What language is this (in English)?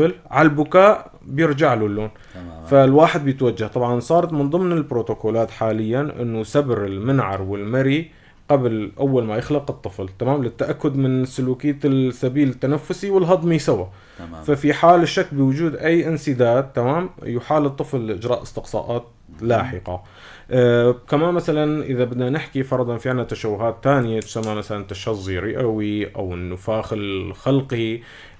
North Levantine Arabic